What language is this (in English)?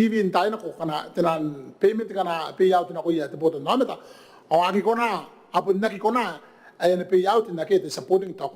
Gilbertese